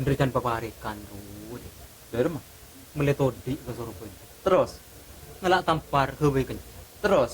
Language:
Madurese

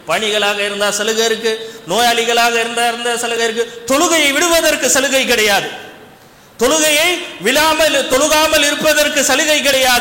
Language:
Tamil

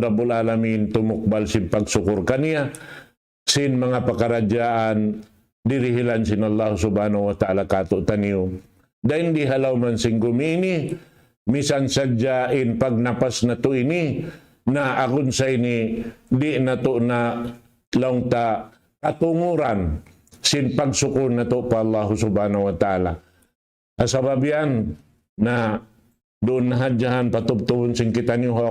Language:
Tausug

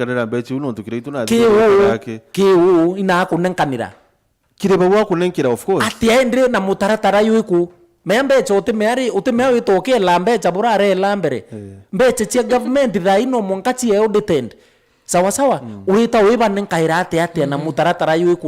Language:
Meru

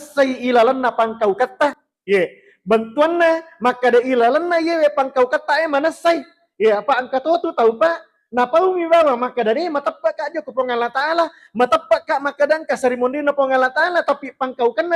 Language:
Buginese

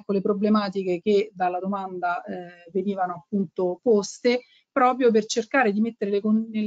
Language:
Italian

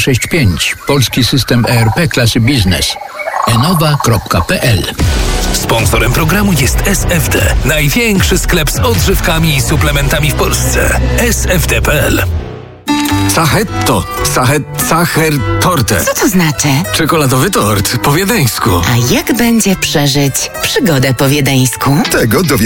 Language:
Polish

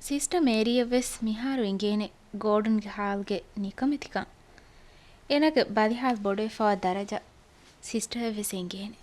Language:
Divehi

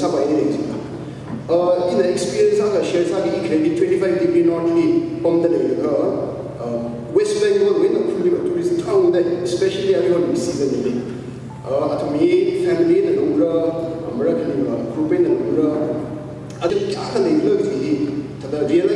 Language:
Tangkhul Naga (India)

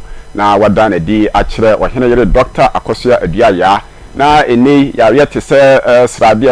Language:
Akan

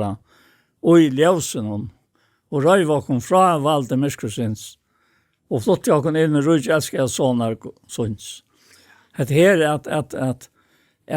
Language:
Faroese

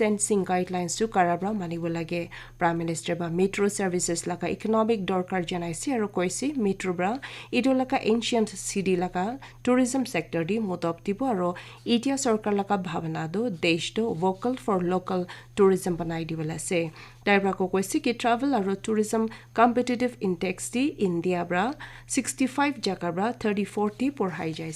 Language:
Naga Pidgin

